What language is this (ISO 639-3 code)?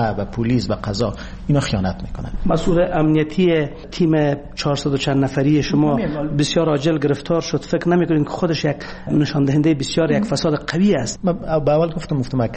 fas